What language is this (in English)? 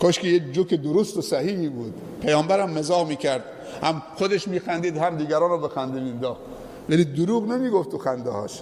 Persian